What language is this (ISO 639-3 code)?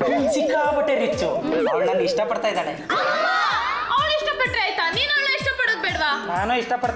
kan